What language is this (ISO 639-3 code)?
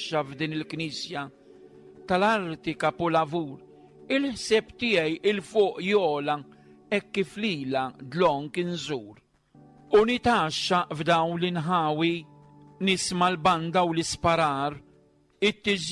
mlt